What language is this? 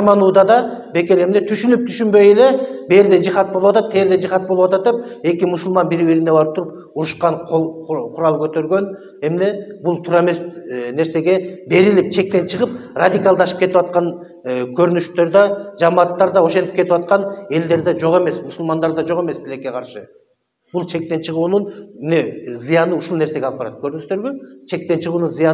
Kyrgyz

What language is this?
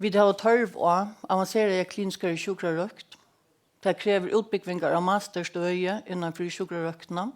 Faroese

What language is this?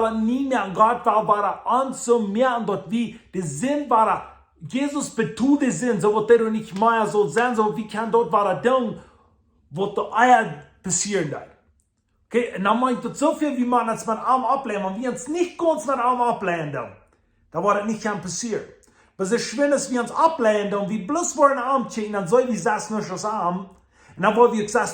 Plautdietsch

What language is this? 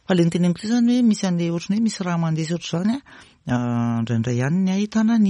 Malagasy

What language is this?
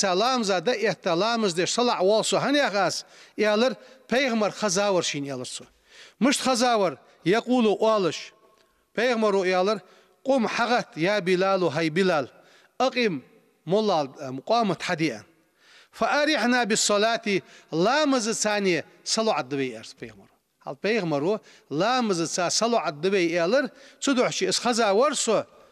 Ingush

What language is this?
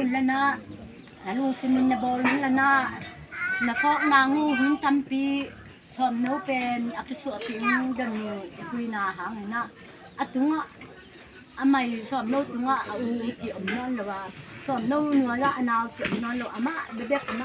Tedim Chin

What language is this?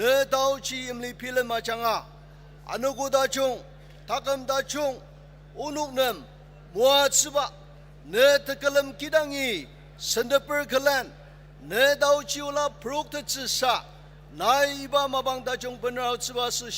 Ao Naga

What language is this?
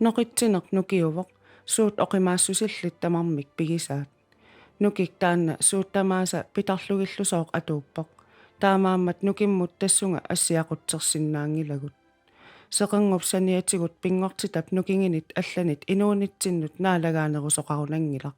Kalaallisut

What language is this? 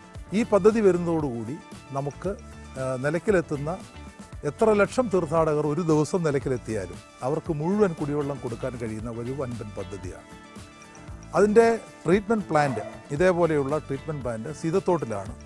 Malayalam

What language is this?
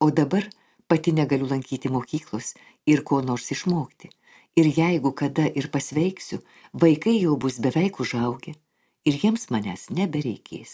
Lithuanian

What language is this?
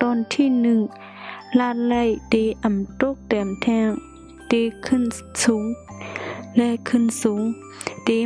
Shan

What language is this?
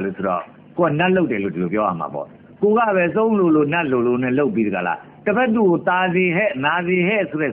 Burmese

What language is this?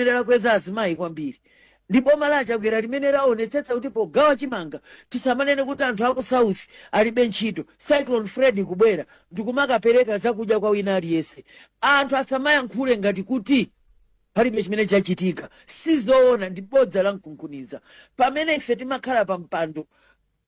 Nyanja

